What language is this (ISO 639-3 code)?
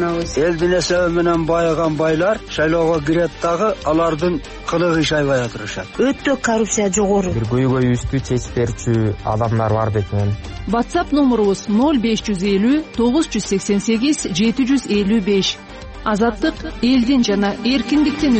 kir